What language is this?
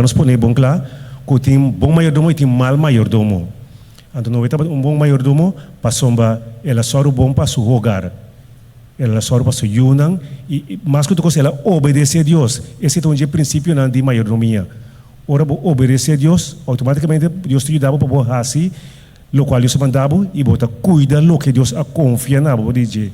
Papiamento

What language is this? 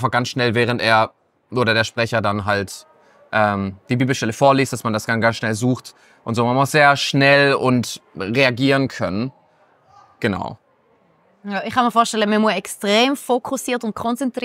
Swiss German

